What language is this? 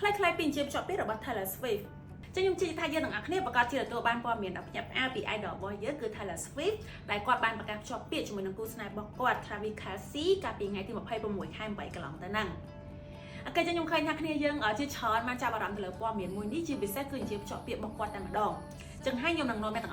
Khmer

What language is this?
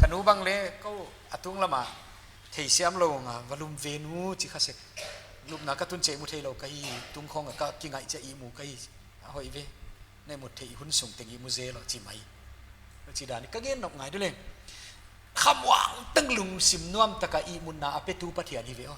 Paite Chin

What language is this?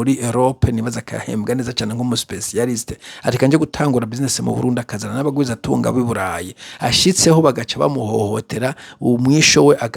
Rundi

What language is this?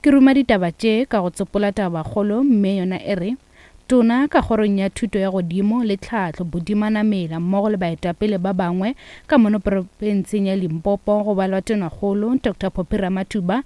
Northern Sotho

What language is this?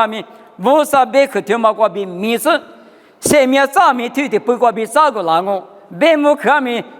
Lisu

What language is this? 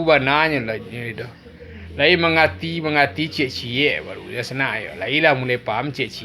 Minangkabau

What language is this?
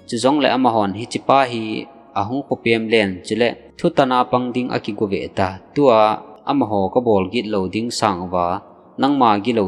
Thado Chin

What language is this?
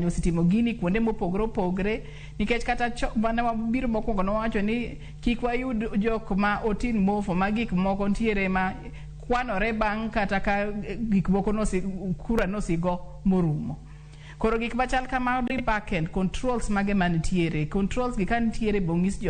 Luo (Kenya and Tanzania)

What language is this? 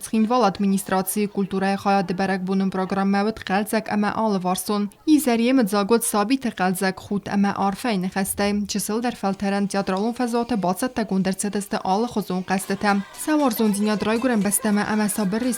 Ossetic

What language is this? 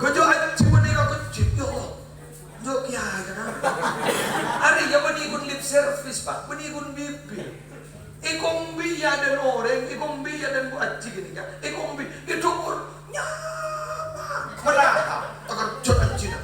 Madurese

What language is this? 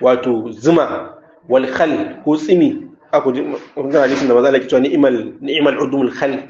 Hausa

